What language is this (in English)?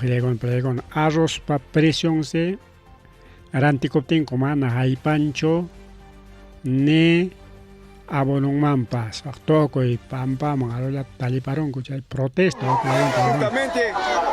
Ayacucho Quechua